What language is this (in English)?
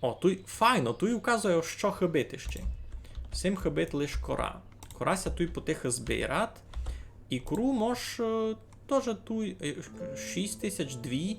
Rusyn